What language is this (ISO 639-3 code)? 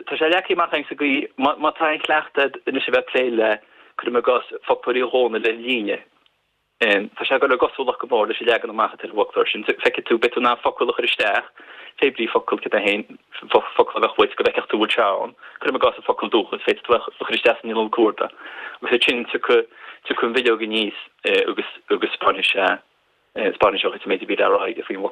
gle